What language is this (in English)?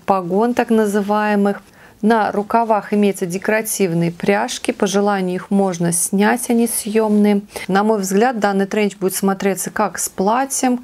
Russian